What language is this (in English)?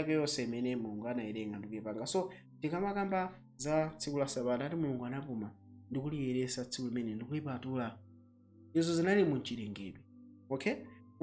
Nyanja